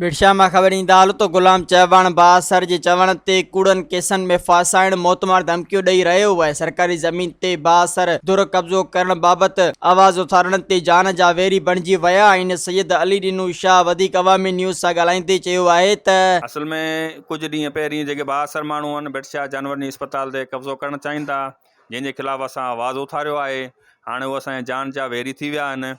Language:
Sindhi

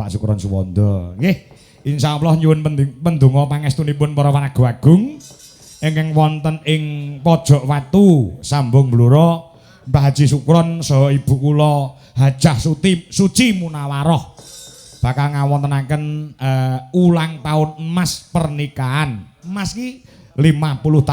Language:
Javanese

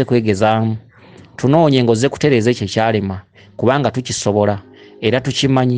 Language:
Ganda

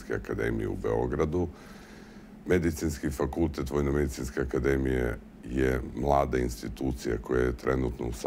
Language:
Serbian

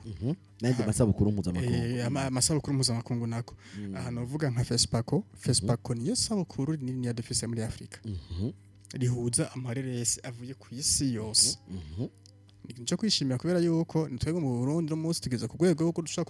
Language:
Rundi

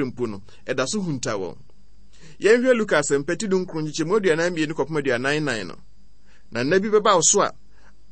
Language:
Akan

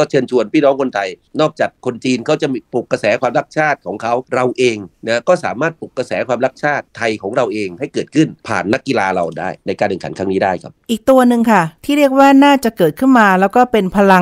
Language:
Thai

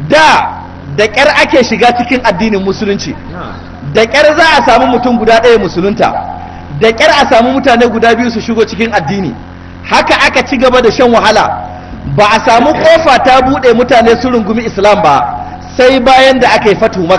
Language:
Hausa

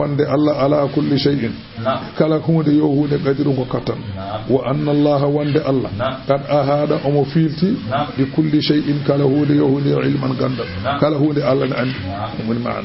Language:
Fula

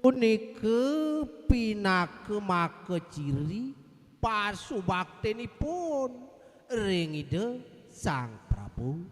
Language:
Balinese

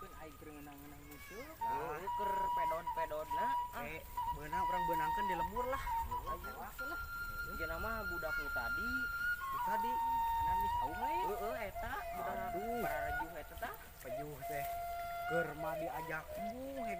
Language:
Sundanese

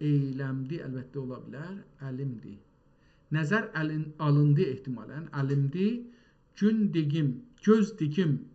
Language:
South Azerbaijani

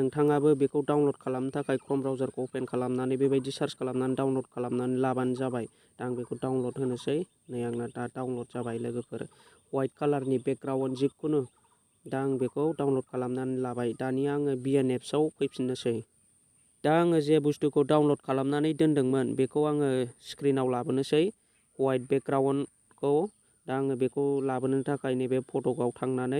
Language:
Bodo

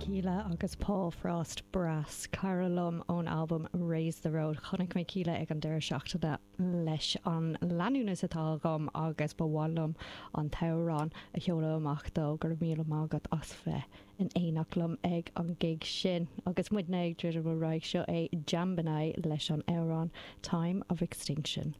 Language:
Irish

